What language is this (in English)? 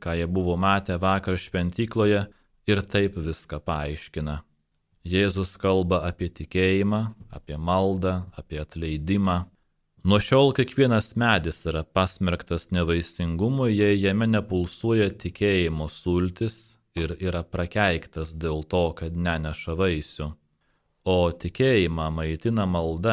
Lithuanian